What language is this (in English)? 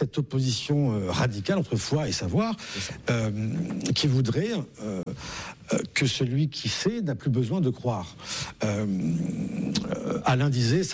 French